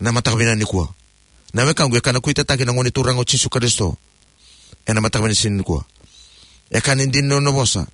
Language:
Fijian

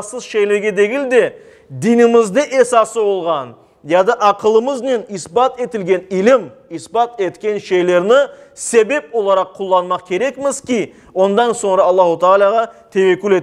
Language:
Crimean Tatar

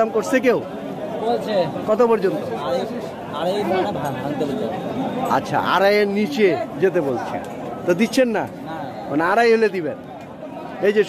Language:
Bangla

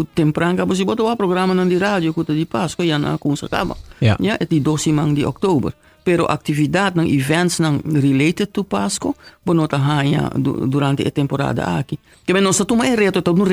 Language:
Papiamento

